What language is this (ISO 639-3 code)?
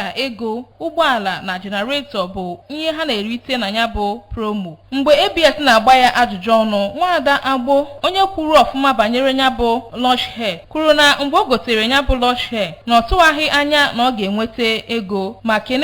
ibo